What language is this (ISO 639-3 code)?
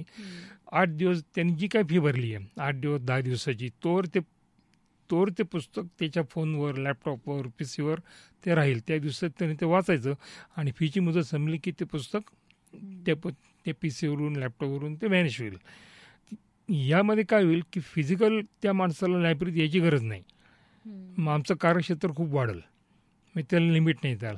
mar